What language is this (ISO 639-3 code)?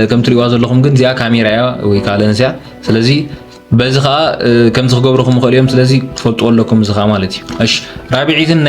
tir